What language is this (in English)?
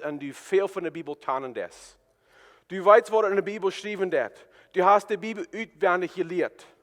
Plautdietsch